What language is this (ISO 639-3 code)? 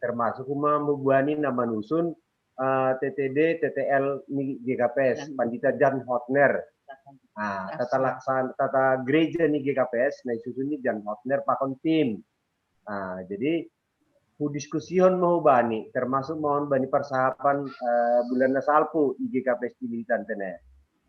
bts